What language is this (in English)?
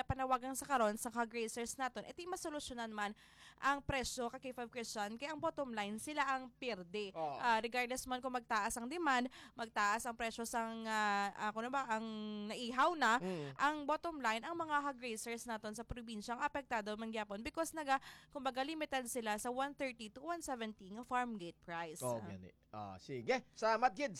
Hiligaynon